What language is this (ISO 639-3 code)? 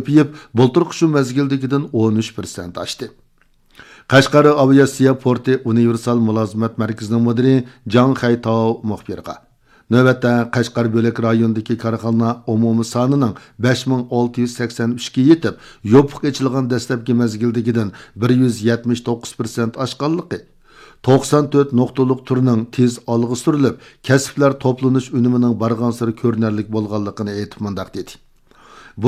uig